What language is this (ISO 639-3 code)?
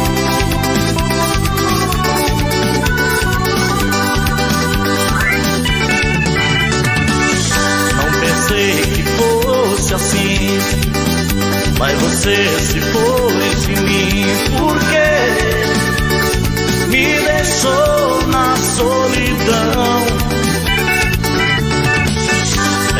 por